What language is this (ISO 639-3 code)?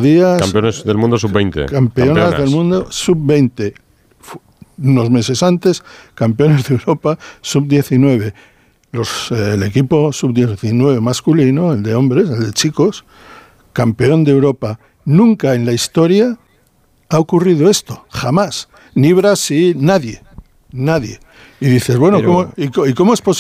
spa